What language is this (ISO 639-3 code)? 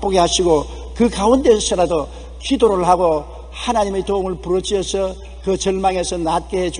kor